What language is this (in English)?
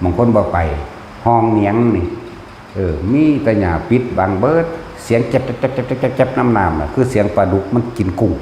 Northeastern Thai